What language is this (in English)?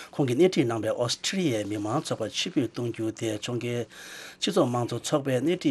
Tibetan